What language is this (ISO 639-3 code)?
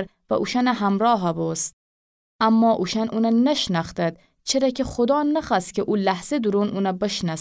glk